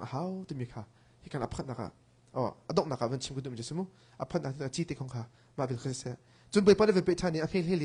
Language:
Hakha Chin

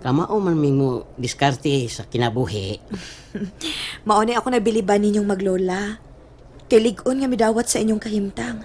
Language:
Cebuano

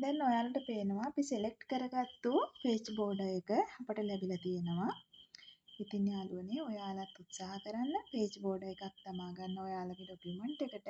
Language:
Sinhala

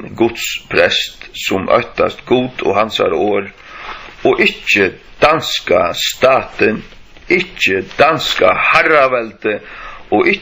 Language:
Faroese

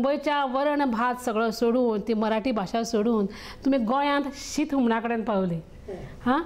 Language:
Konkani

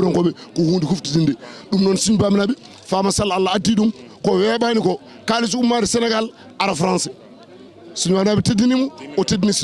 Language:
Fula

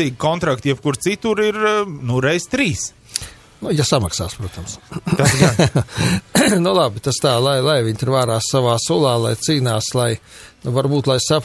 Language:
Latvian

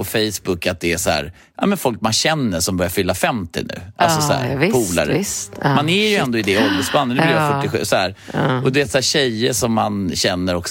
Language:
Swedish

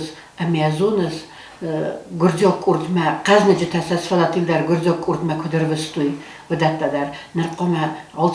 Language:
Ossetic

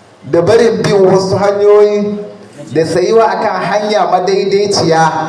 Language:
Hausa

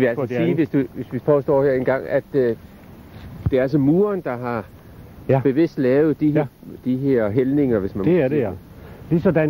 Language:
Danish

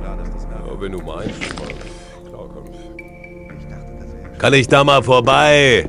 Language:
Bavarian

